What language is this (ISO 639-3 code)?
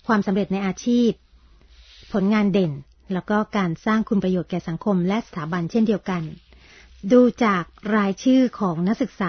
tha